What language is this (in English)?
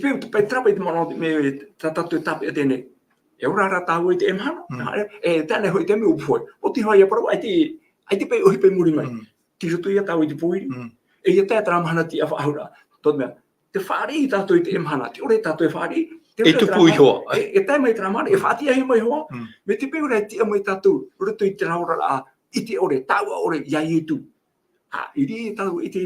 Tahitian